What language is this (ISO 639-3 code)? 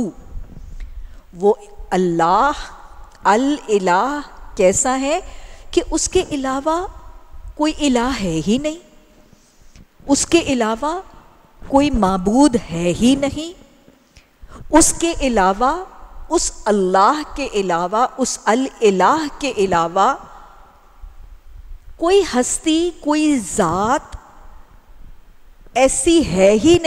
urd